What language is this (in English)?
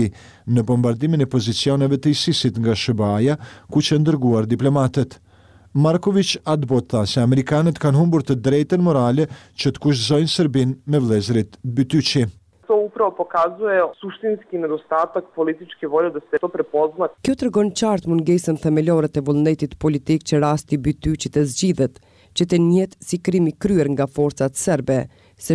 Albanian